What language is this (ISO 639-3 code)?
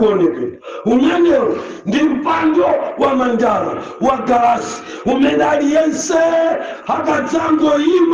nya